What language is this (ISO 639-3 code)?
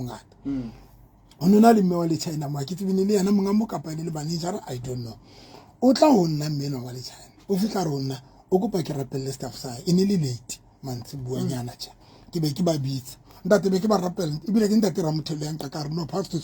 sot